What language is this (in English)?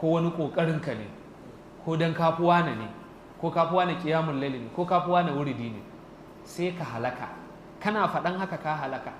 Hausa